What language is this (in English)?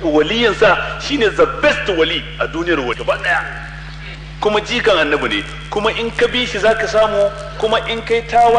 Hausa